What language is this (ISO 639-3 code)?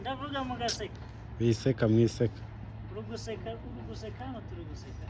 kin